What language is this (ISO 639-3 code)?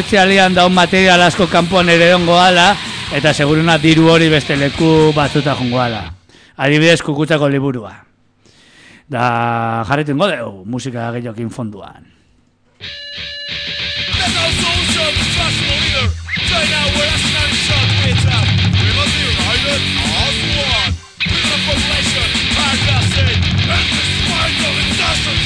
eus